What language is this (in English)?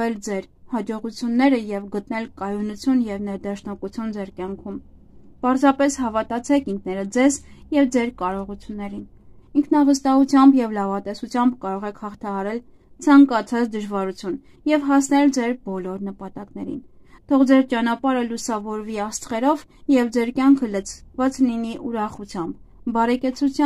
Armenian